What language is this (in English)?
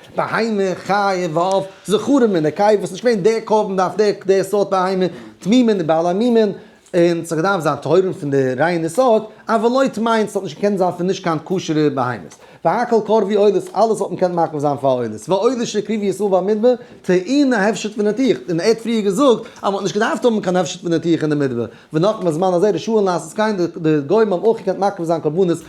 Yiddish